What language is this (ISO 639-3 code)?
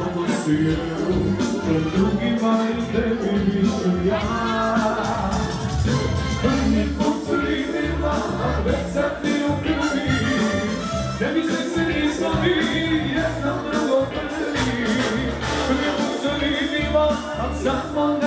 hrv